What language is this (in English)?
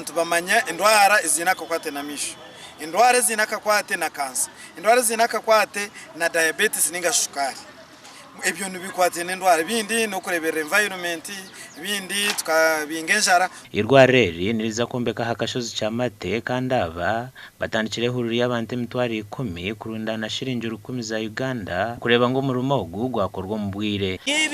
Nyankole